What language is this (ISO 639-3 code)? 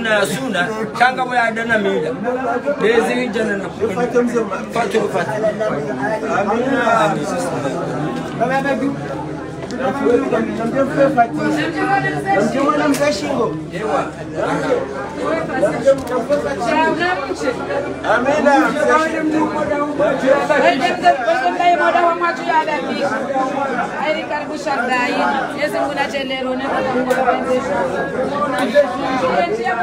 swa